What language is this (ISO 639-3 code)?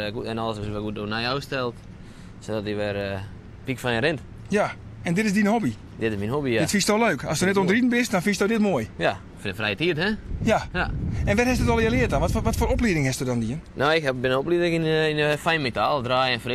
fry